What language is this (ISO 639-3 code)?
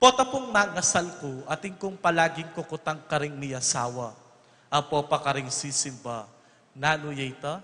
pam